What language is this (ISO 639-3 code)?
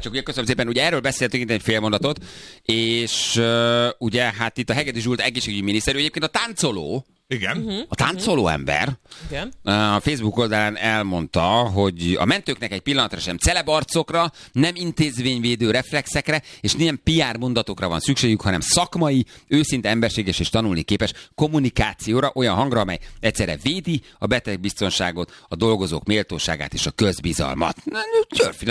hun